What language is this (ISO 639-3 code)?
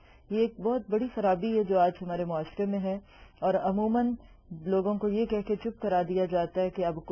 urd